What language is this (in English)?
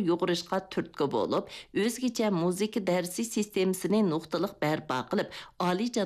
Uyghur